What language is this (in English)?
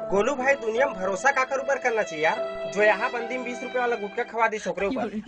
Chhattisgarhi